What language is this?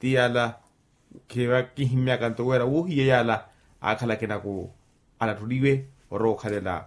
Makhuwa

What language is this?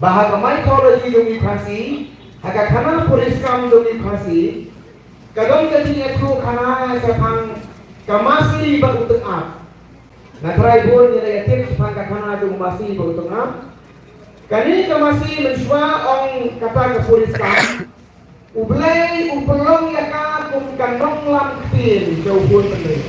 Khasi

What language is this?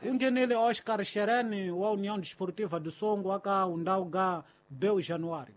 Tsonga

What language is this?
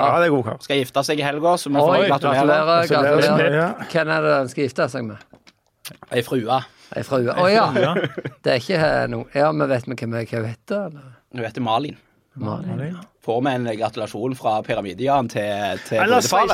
Norwegian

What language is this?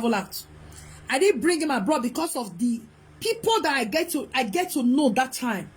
Nigerian Pidgin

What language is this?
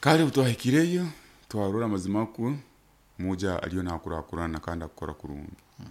Nyoro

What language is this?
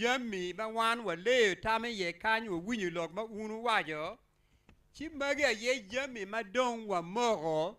Acoli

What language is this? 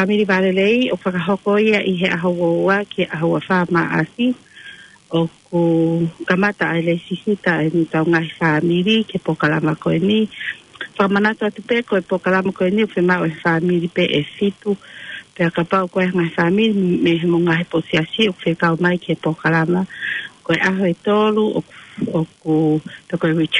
Tongan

